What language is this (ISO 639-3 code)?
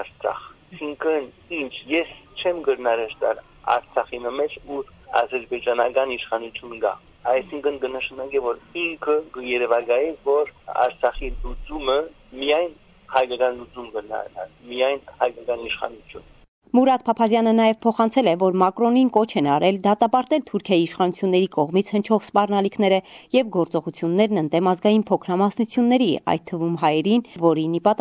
hye